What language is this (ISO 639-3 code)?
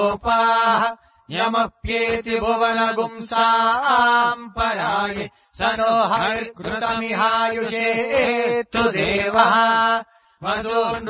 san